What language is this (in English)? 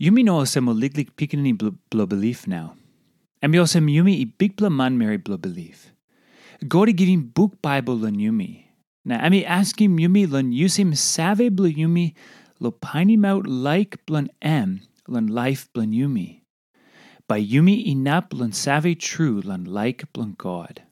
Tok Pisin